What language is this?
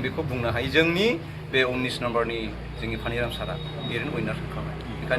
Bodo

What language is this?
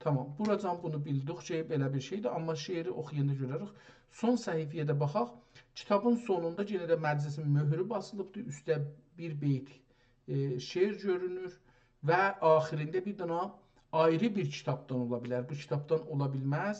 South Azerbaijani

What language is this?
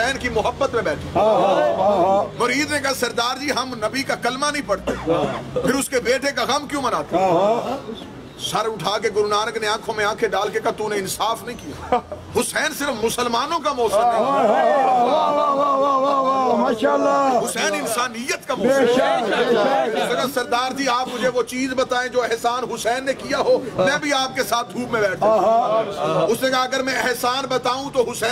Urdu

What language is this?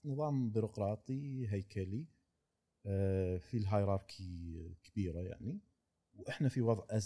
Gulf Arabic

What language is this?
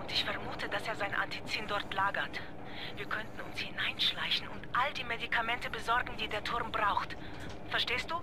Swiss German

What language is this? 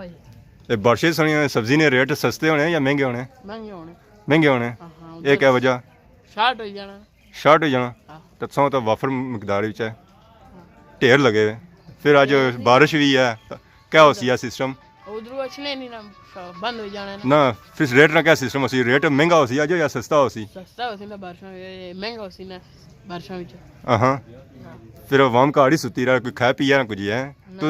Pahari-Potwari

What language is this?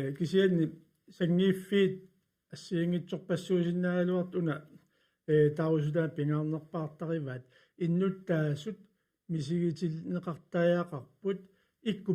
Kalaallisut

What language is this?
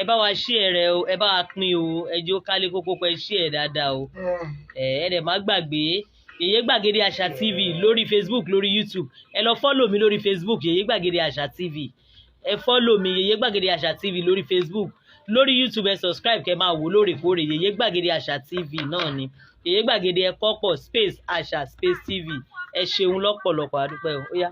Yoruba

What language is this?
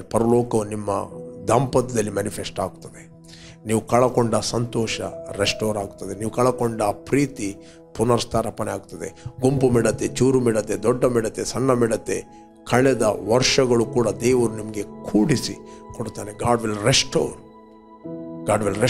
Kannada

